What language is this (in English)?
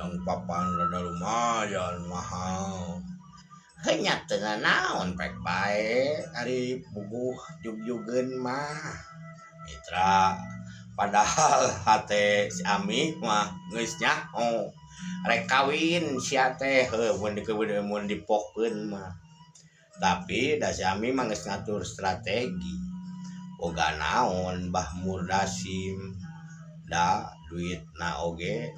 Sundanese